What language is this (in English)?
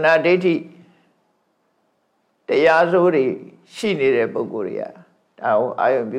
Burmese